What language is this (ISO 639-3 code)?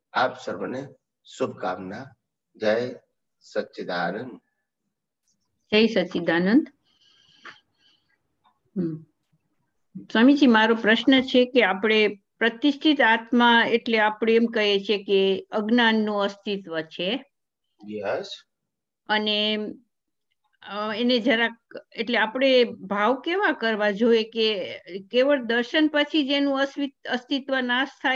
guj